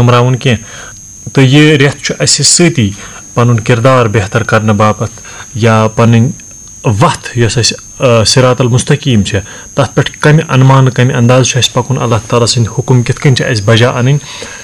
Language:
Kashmiri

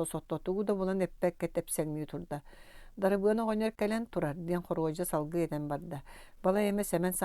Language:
Yakut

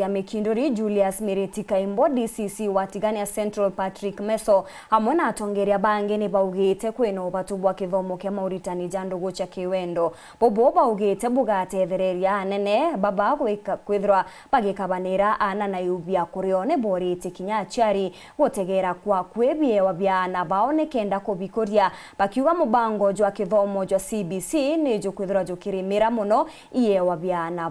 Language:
Meru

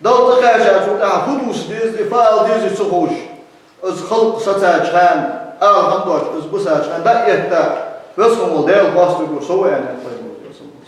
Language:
Ingush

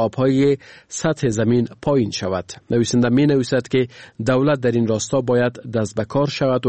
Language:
Persian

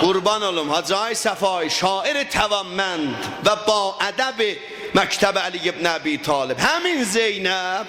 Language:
South Azerbaijani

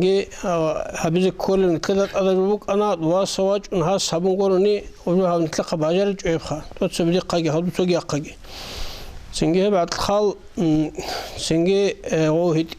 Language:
Avaric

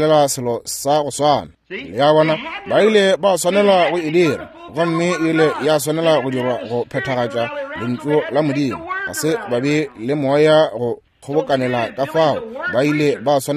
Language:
Northern Sotho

